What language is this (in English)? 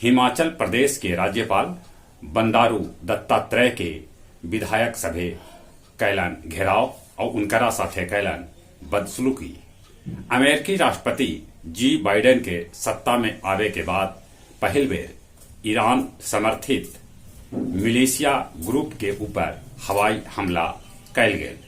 Magahi